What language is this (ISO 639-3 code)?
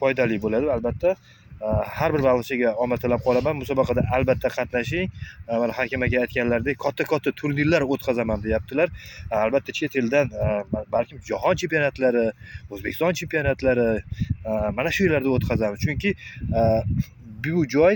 uzb